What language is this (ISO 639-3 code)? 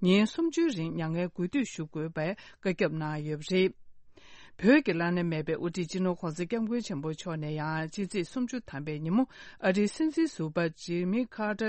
bod